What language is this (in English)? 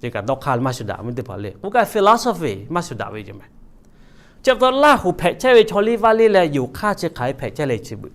Lahu